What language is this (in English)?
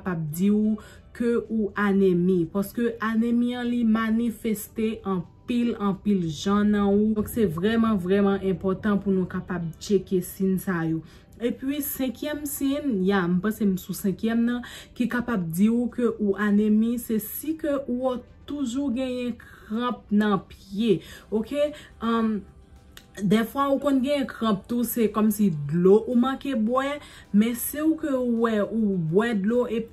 Haitian Creole